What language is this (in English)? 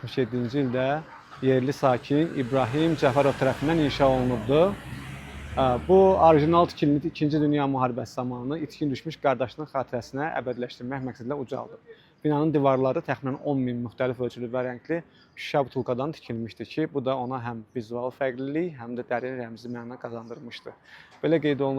Azerbaijani